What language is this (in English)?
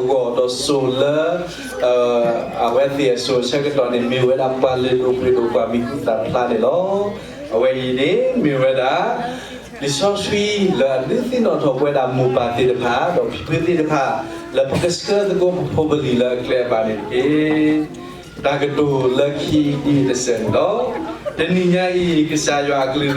S'gaw Karen